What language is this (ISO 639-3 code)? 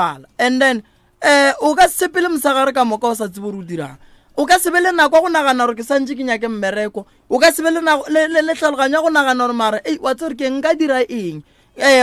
nso